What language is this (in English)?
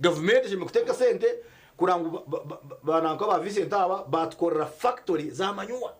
Nyankole